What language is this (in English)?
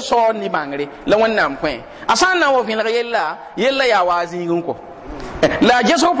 Mossi